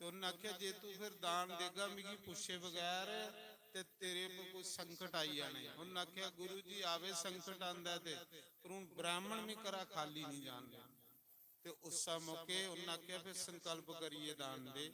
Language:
Dogri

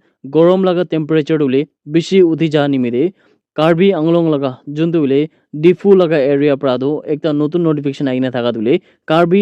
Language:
Naga Pidgin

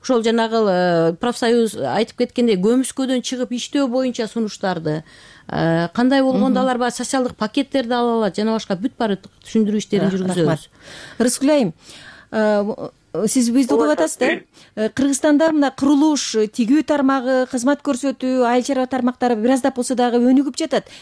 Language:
Kyrgyz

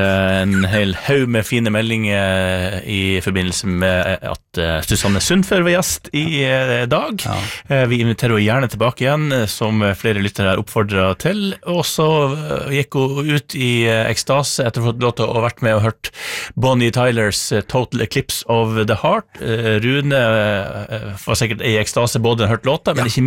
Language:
Norwegian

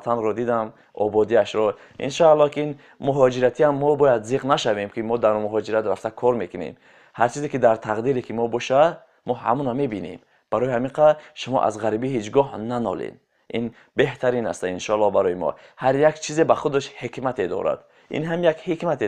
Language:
Tajik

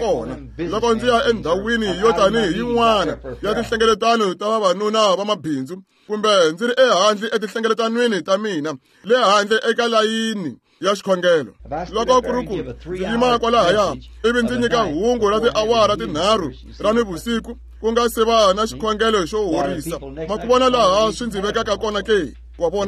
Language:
Tsonga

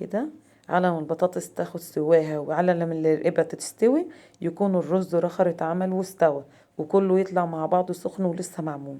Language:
Egyptian Arabic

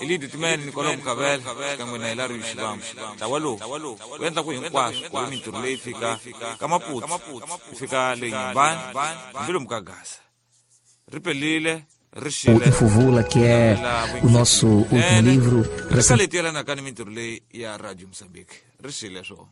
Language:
Tsonga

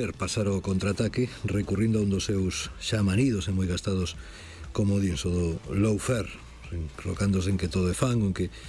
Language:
Galician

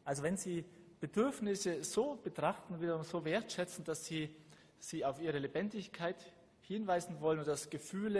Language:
German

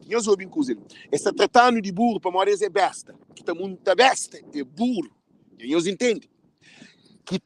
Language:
Kabuverdianu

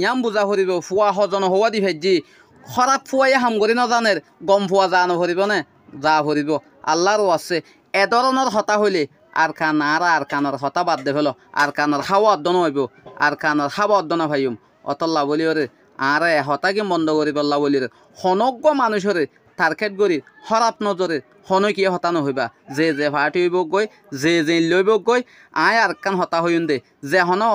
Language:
Rohingya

